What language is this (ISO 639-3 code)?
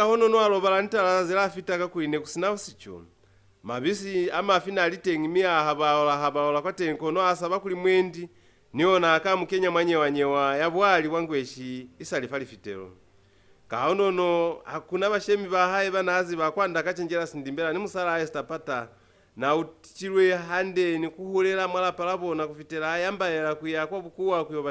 loz